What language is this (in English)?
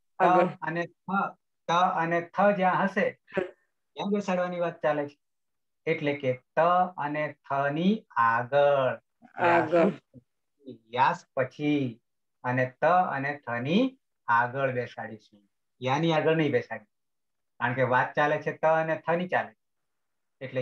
Gujarati